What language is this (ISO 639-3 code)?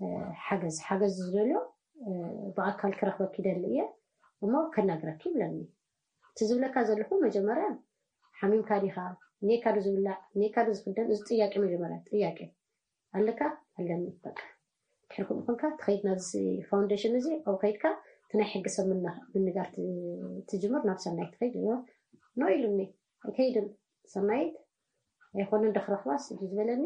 tir